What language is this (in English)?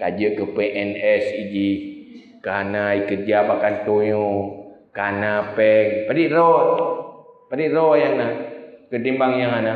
Achinese